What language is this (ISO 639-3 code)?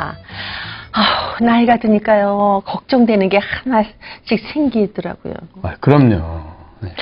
kor